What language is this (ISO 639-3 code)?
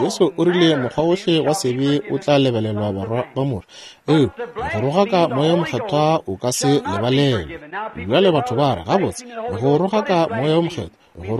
nso